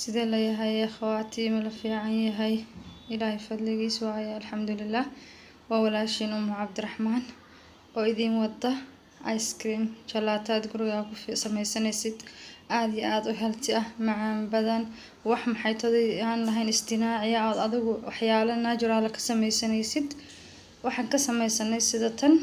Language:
Somali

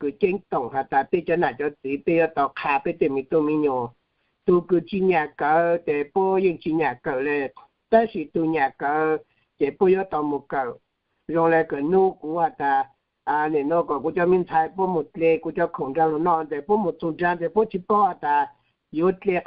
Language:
Hmong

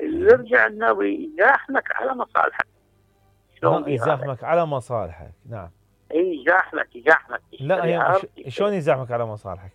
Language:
Mesopotamian Arabic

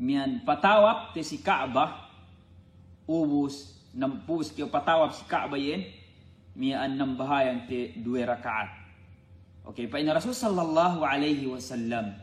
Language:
Yakan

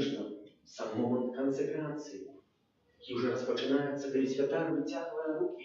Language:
Belarusian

